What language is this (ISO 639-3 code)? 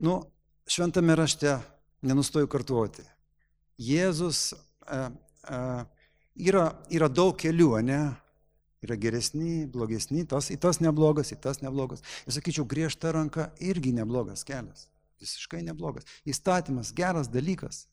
lit